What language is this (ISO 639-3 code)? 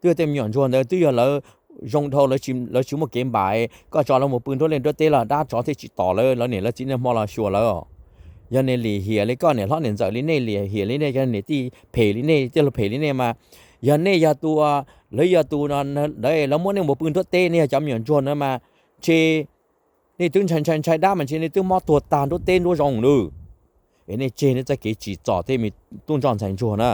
hmn